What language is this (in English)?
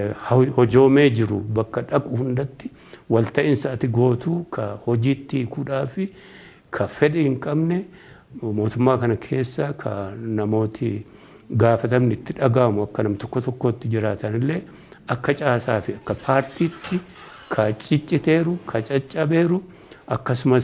Oromo